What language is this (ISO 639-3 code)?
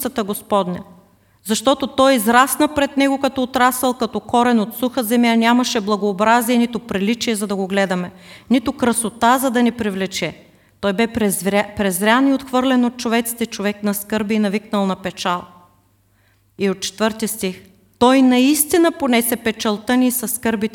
bul